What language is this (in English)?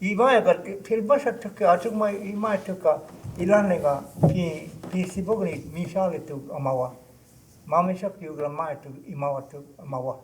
Choctaw